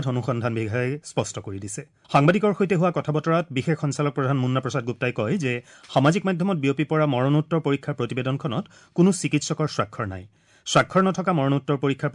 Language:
Assamese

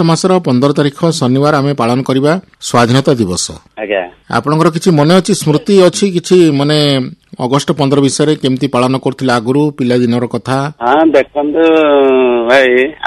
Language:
Odia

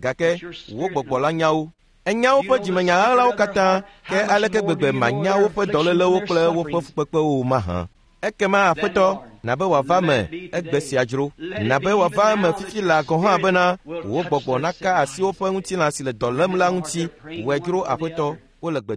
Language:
Ewe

